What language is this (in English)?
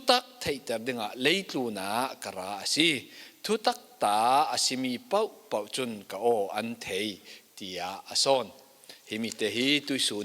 Falam Chin